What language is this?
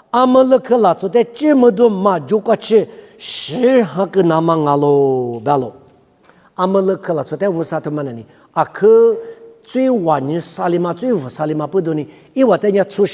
Lisu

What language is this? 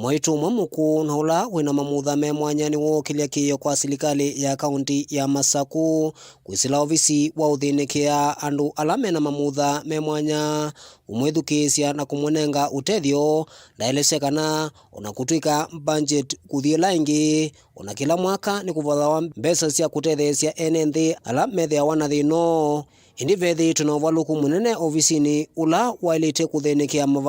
Kamba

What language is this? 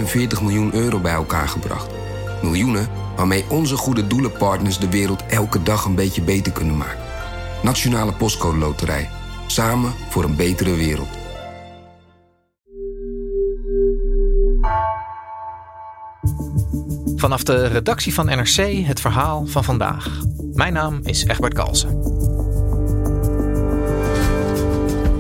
Dutch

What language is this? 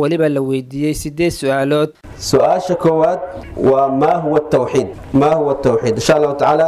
Somali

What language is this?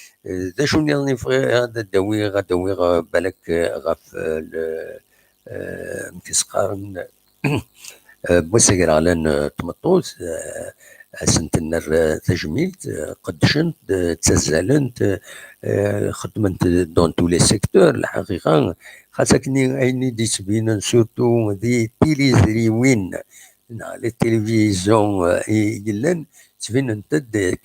Kabyle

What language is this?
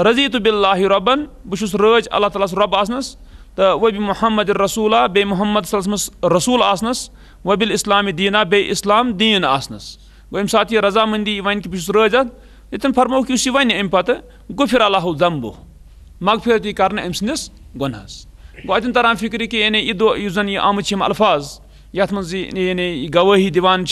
Kashmiri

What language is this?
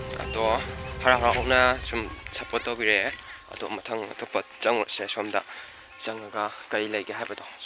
Manipuri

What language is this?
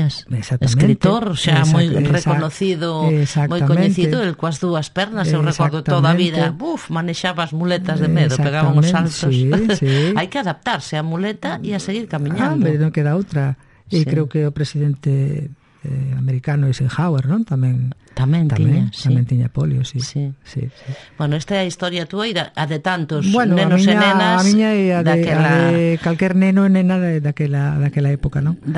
Galician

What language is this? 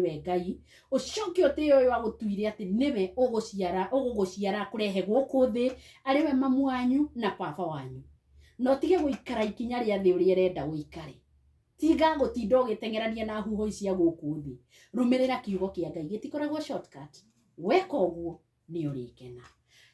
Kikuyu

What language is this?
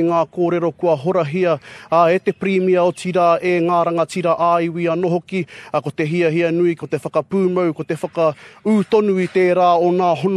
Māori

